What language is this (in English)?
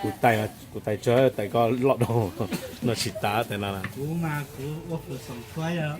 Hmong